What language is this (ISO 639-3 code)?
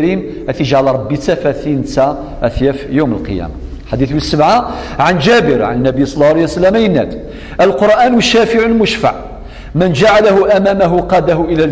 kab